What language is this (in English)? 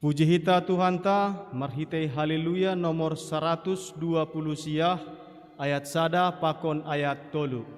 Batak Simalungun